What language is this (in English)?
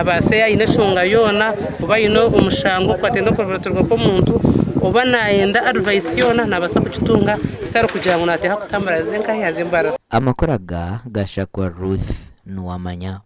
Nyankole